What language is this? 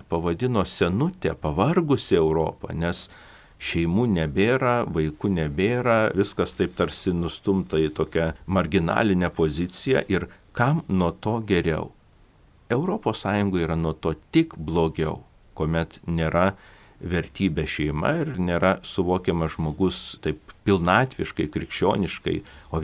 Lithuanian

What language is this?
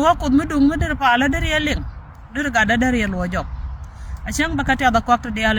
Nuer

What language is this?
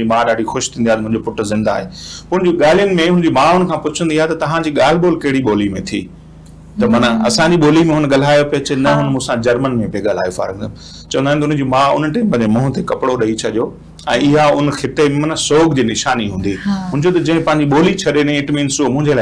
Sindhi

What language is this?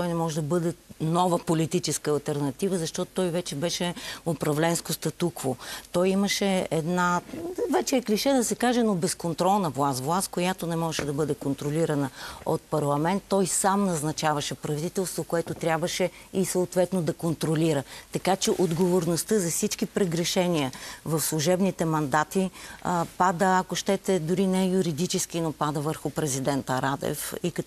Bulgarian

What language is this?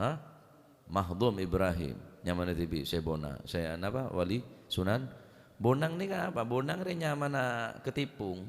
Madurese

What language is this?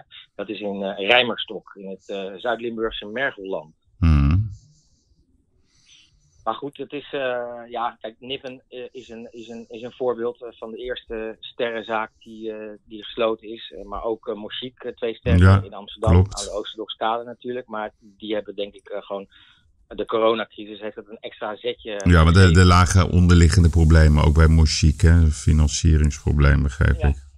Dutch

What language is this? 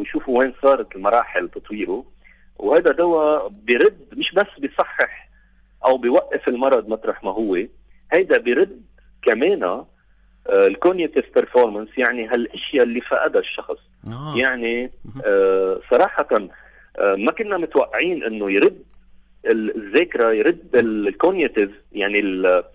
North Levantine Arabic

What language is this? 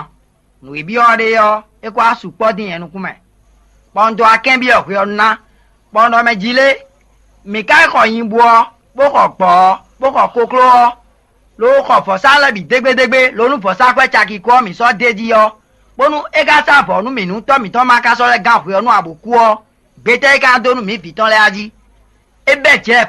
Fon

